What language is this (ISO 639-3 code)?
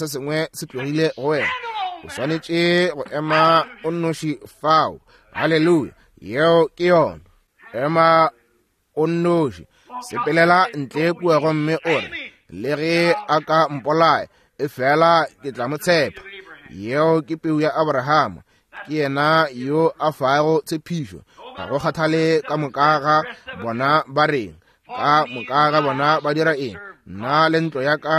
nso